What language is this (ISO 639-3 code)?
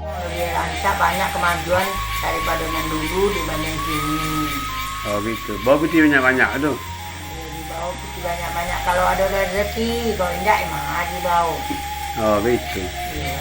min